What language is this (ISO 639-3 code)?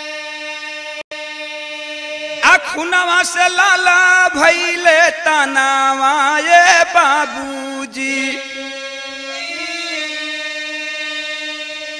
bho